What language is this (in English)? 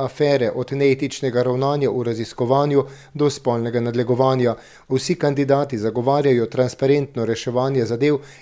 Slovenian